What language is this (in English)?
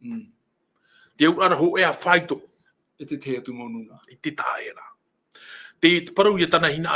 Tahitian